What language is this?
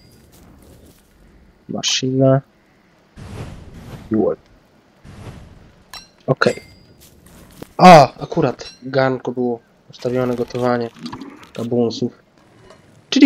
Polish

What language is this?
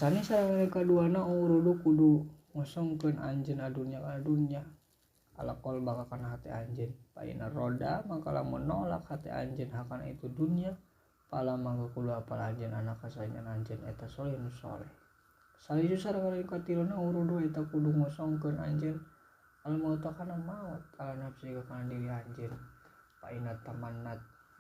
Sundanese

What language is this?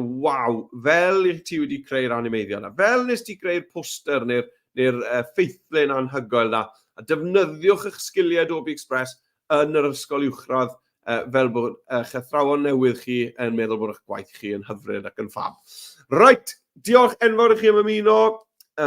Welsh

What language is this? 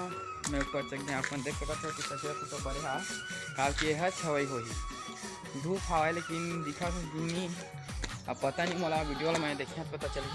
Chhattisgarhi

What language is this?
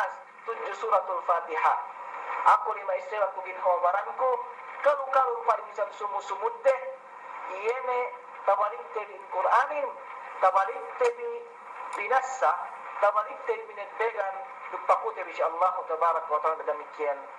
Yakan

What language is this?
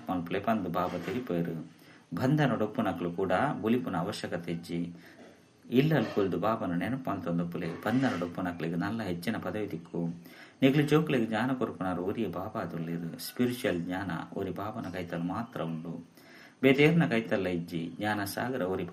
Tulu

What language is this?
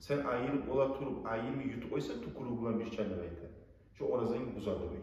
Kumyk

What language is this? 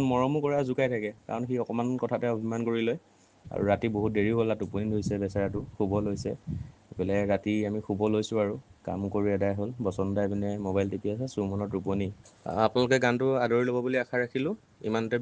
Assamese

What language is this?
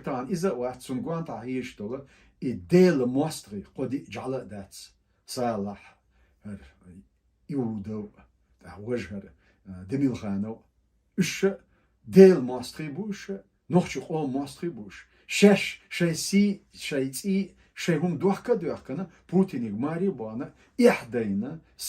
Chechen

